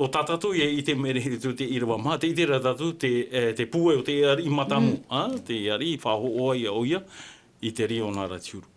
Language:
Tahitian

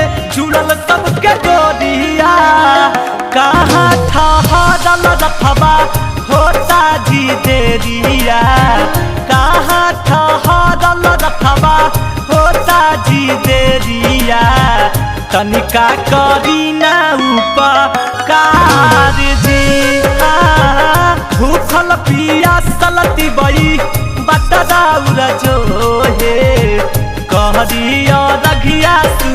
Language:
Magahi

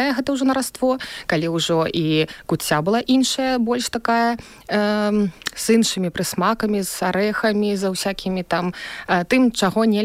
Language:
Belarusian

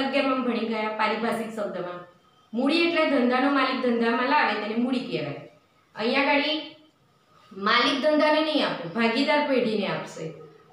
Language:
Gujarati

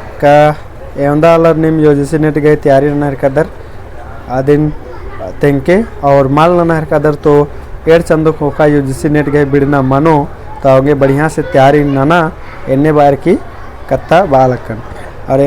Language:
Kurukh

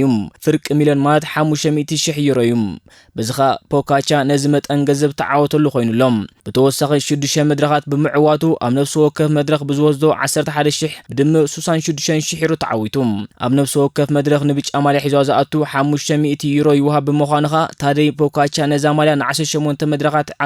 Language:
Tigrinya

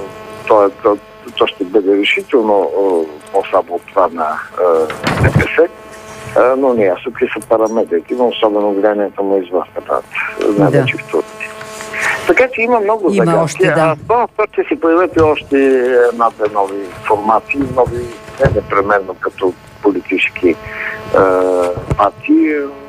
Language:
Bulgarian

